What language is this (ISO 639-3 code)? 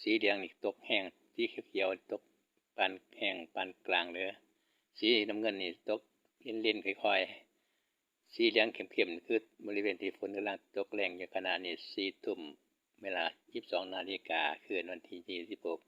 tts